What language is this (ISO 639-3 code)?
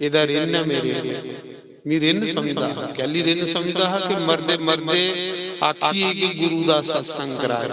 doi